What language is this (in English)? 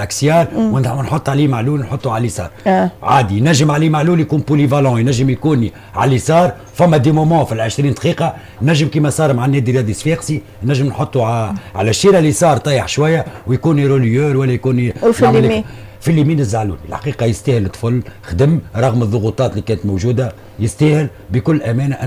Tunisian Arabic